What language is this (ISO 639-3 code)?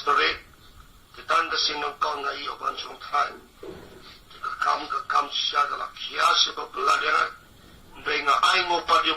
kha